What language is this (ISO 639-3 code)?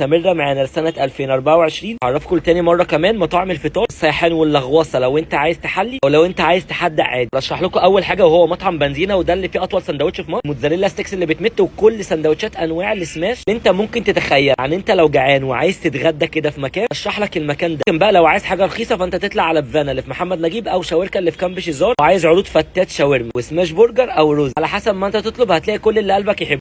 arz